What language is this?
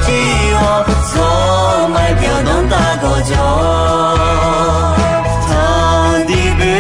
Akha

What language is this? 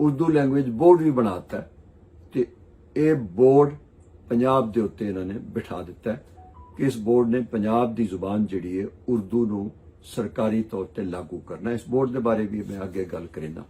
Western Panjabi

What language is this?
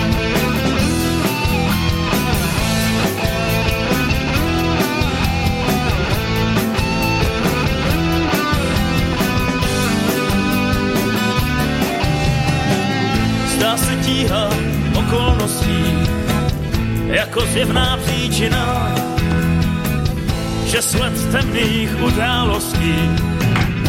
Czech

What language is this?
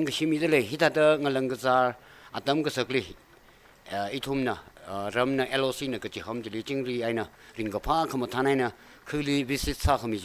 Tangkhul Naga (India)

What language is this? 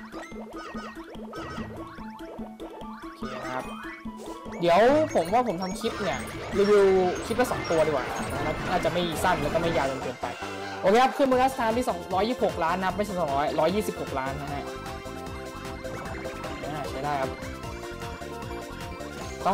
Thai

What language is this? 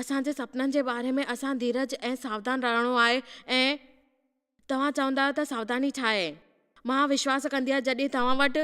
Sindhi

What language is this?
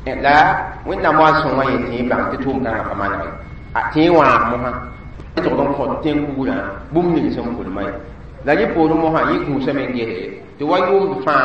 Mossi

